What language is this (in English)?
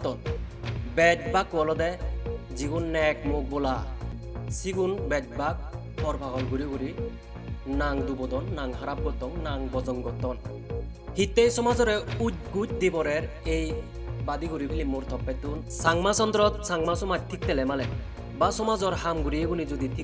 Chakma